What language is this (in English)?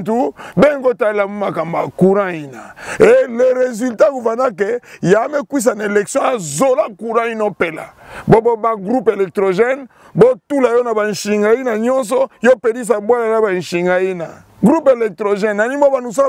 Kituba (Democratic Republic of Congo)